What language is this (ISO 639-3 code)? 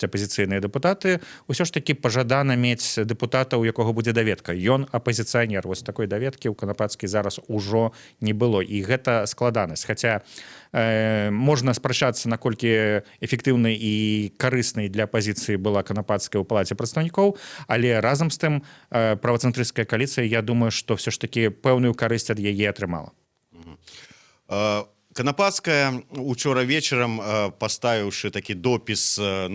bel